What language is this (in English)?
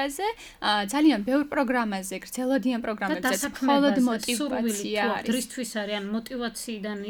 Georgian